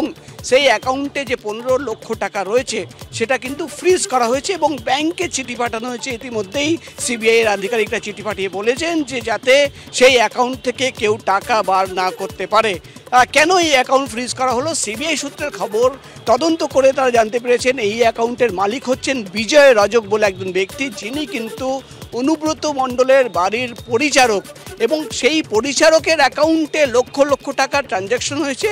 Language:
Bangla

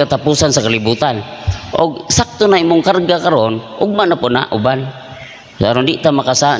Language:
Cebuano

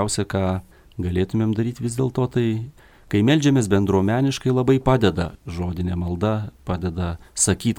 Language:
Lithuanian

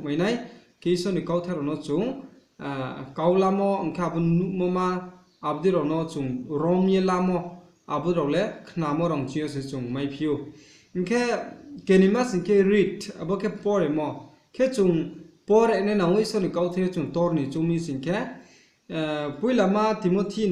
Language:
Riang (India)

